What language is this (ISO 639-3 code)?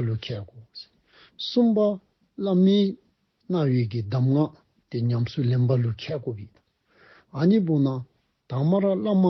dzo